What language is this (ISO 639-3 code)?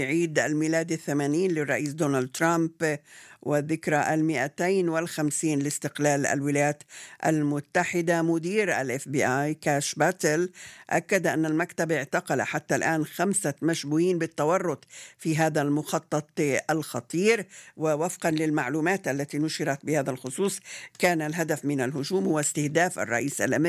ara